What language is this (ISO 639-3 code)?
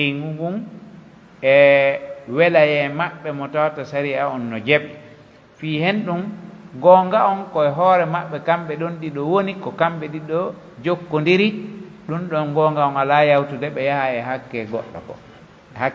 fuf